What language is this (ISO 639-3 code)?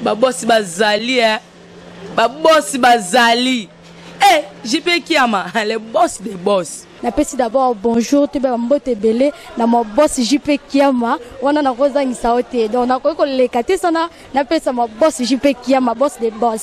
lin